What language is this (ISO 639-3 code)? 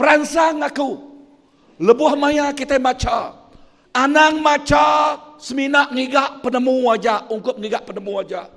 iba